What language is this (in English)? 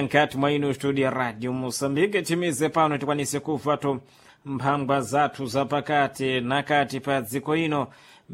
Sena